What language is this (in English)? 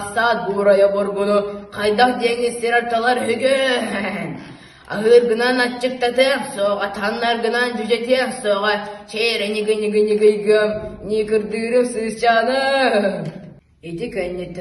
Yakut